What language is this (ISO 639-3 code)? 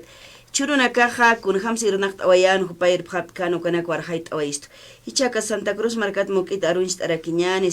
aym